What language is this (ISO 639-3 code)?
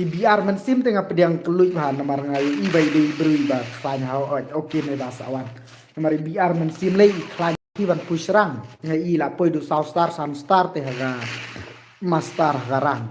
kha